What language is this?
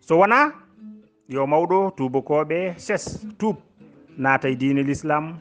Fula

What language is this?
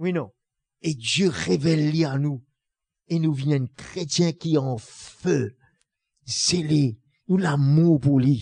Morisyen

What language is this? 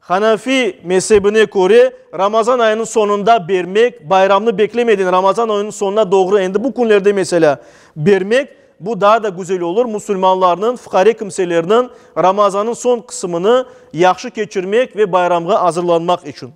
Crimean Tatar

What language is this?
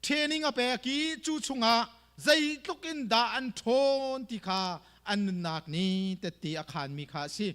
Hakha Chin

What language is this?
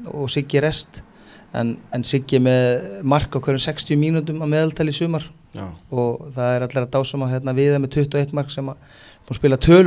Icelandic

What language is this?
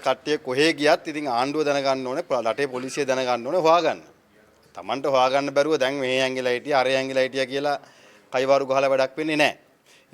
Sinhala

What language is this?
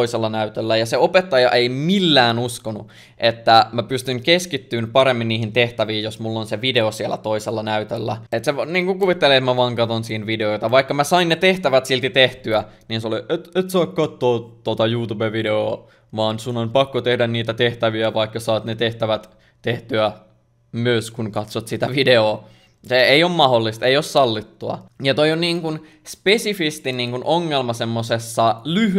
Finnish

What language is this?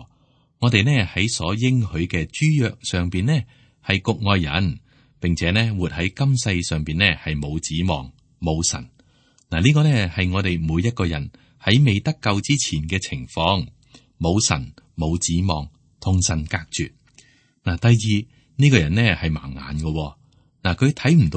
Cantonese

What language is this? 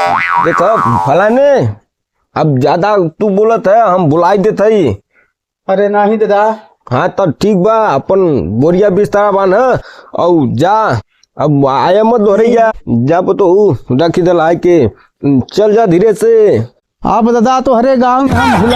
Bhojpuri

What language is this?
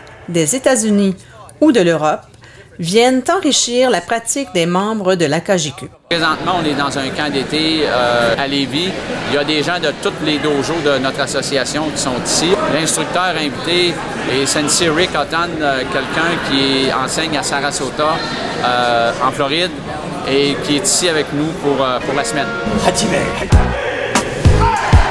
French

